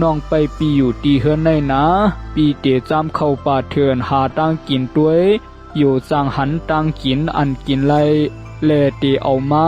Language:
Shan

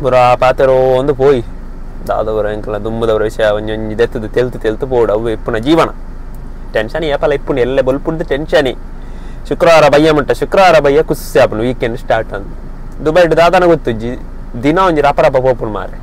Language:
Tulu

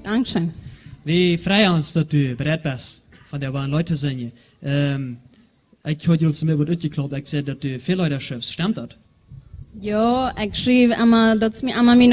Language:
Plautdietsch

